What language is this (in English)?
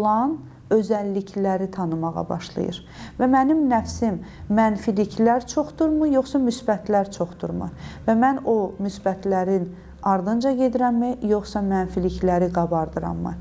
Azerbaijani